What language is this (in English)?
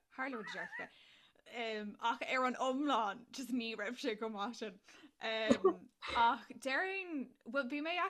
Irish